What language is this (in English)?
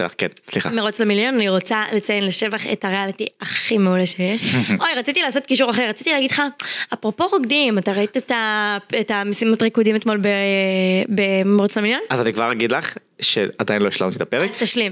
Hebrew